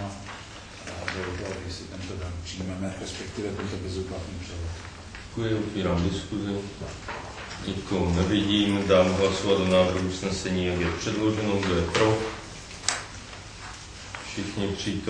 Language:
Czech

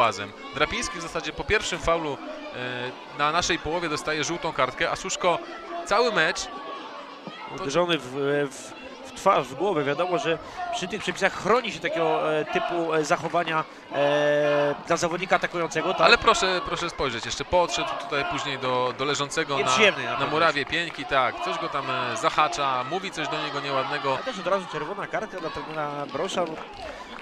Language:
Polish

